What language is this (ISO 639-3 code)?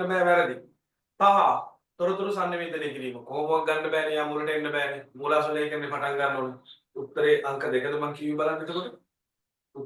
sin